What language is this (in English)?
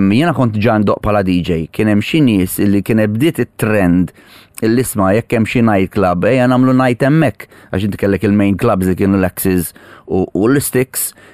Maltese